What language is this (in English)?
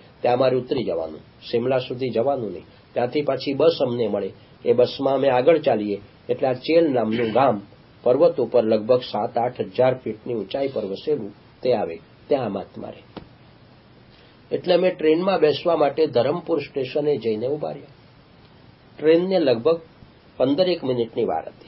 Gujarati